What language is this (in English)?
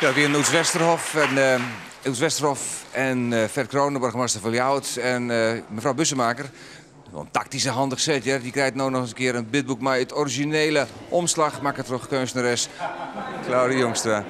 Western Frisian